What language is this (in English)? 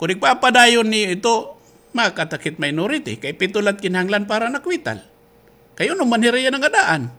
Waray